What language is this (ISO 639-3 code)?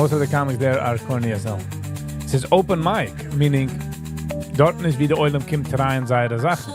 yid